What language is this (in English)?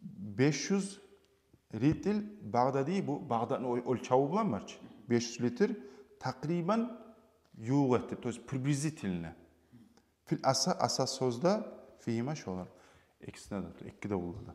Kumyk